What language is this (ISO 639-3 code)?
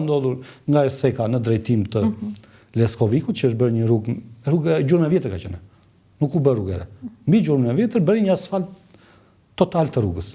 sqi